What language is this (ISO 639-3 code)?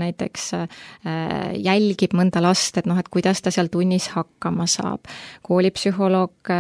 est